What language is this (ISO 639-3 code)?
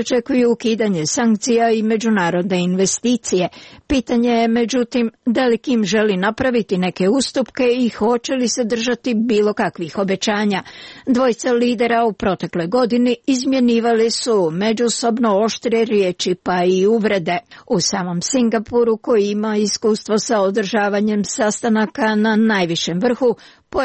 srp